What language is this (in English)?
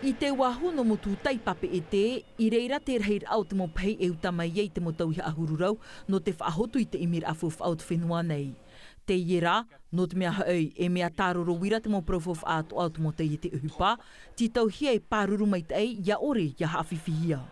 Tahitian